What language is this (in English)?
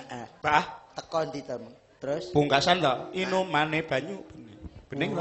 Javanese